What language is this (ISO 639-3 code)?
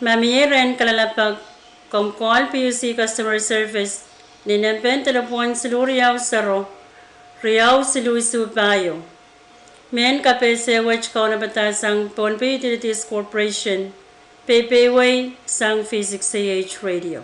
pon